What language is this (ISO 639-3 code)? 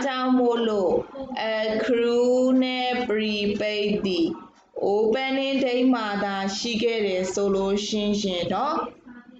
mya